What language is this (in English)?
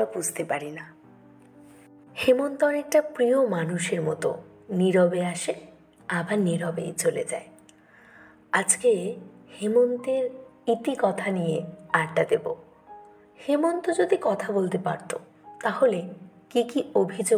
Bangla